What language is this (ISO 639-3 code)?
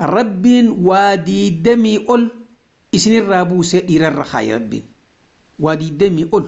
orm